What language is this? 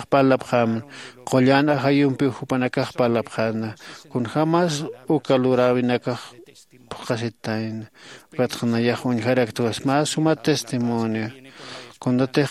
Aymara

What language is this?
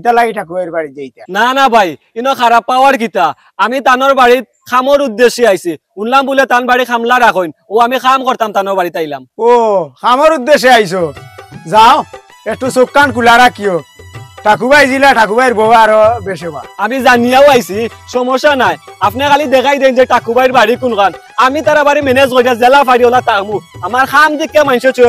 Sylheti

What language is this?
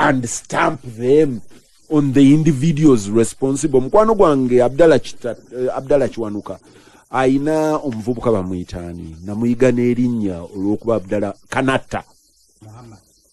Ganda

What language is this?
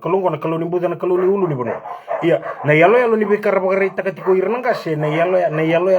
Fijian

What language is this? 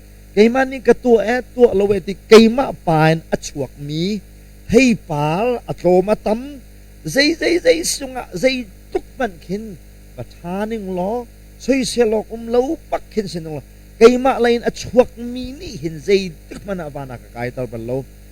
Hakha Chin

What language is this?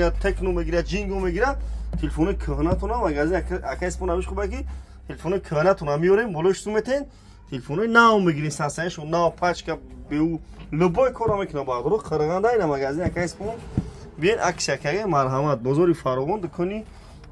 Tajik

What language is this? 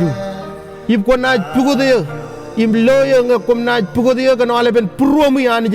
Marshallese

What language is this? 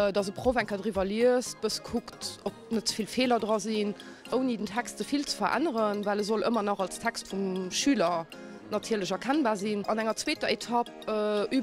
Luxembourgish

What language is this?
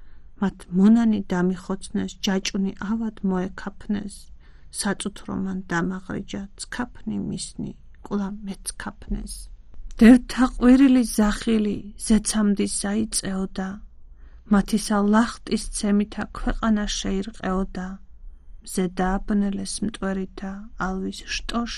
Georgian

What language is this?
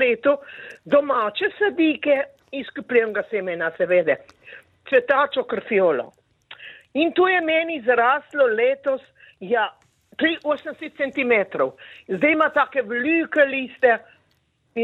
Slovenian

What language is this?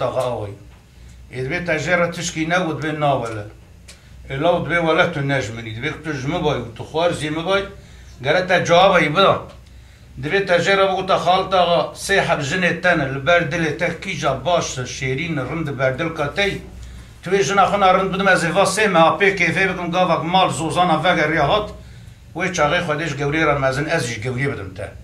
Kurdish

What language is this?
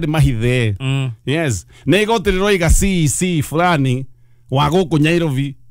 Kikuyu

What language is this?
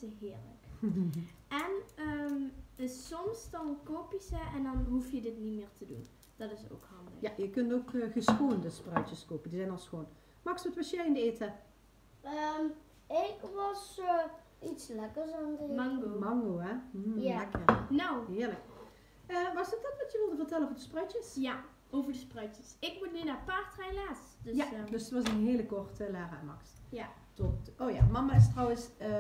Dutch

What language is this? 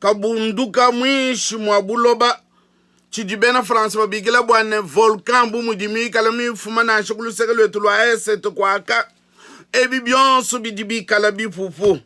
Luba-Lulua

